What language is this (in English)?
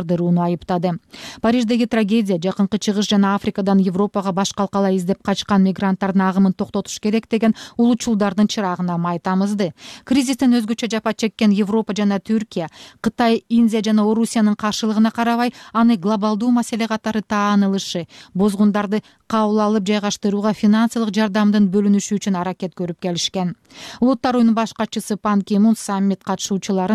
Kyrgyz